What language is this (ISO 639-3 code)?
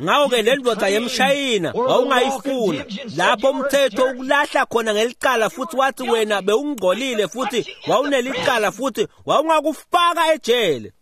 ssw